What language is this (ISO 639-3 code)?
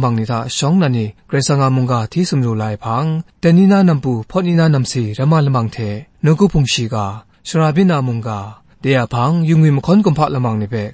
kac